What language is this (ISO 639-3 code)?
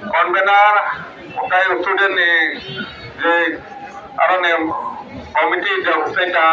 trp